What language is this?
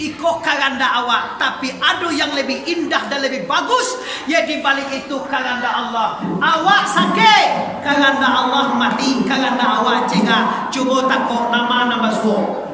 Minangkabau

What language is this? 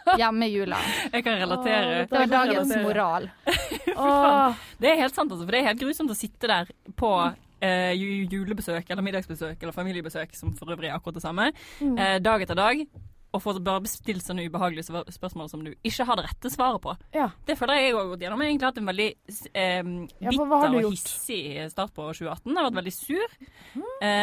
Norwegian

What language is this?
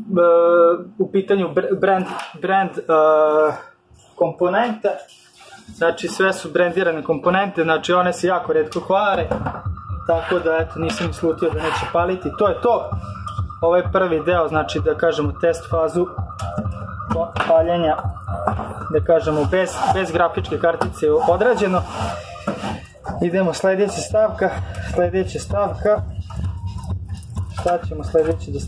Serbian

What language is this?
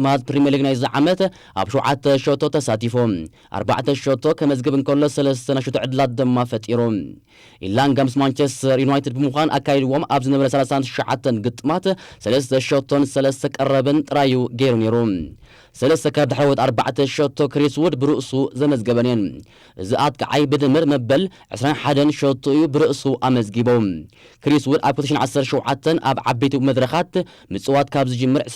Tigrinya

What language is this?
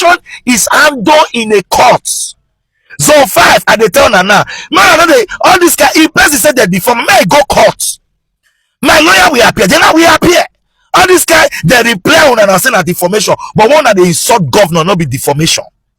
Nigerian Pidgin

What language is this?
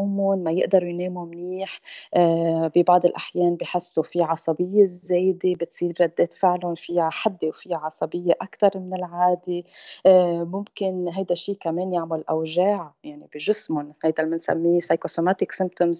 North Levantine Arabic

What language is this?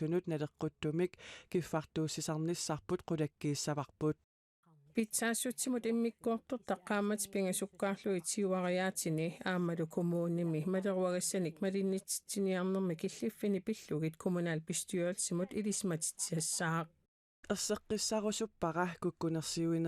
Kalaallisut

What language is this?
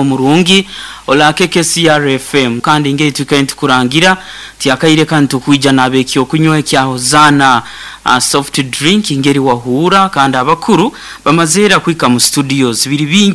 Nyankole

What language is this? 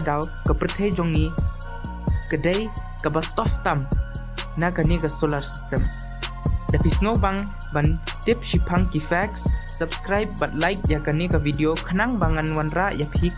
Khasi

